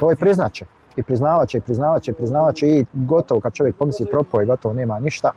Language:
Bosnian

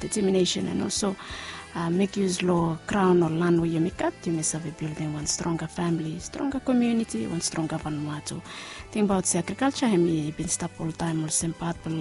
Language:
Bislama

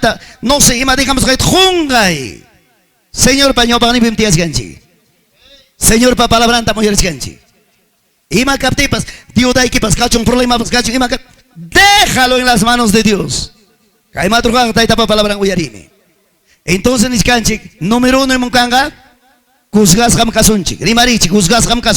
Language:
Ayacucho Quechua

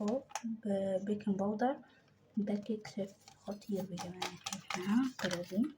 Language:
Egyptian Arabic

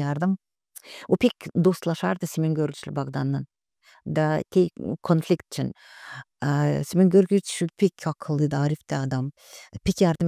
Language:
Gagauz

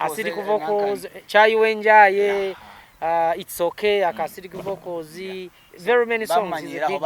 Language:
Nyankole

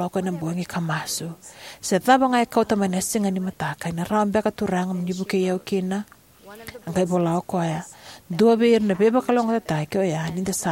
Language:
Fijian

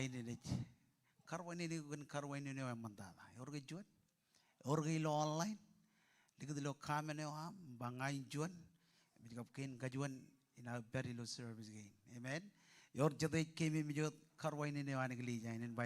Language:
Marshallese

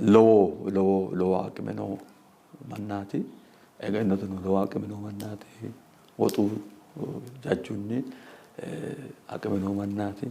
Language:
Sidamo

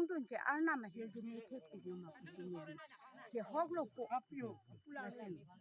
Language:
Karbi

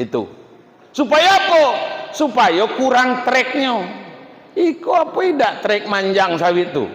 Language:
Minangkabau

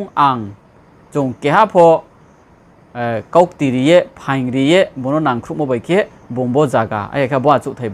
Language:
Riang (India)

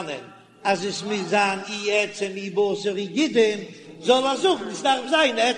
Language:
Yiddish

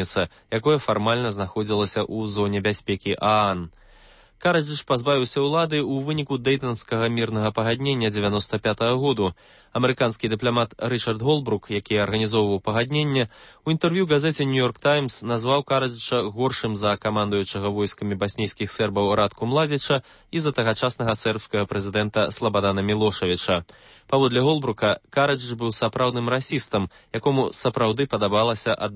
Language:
Belarusian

